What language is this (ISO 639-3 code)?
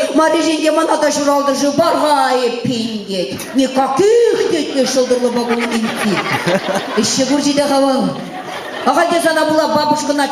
chv